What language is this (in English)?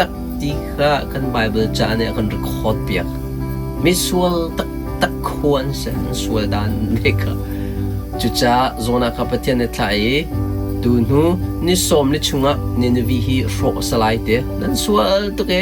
Hakha Chin